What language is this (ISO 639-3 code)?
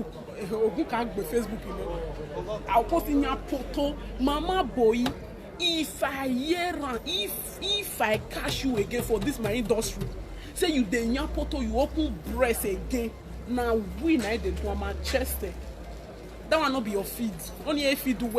pcm